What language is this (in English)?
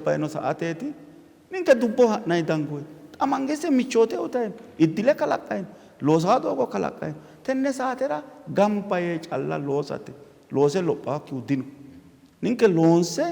Sidamo